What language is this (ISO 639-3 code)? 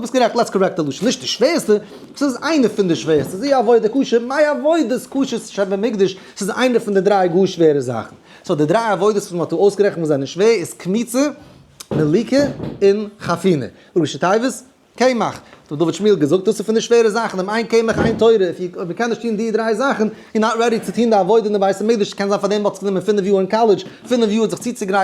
yid